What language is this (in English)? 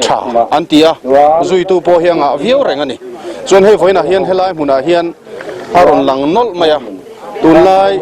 Mizo